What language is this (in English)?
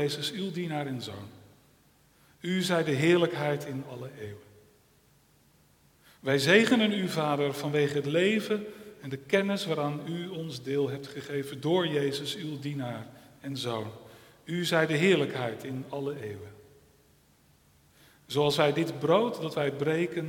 Dutch